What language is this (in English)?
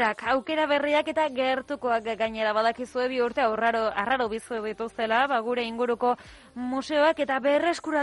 Basque